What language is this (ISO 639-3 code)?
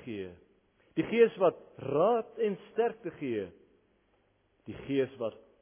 afr